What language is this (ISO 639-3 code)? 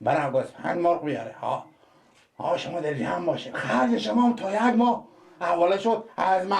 fas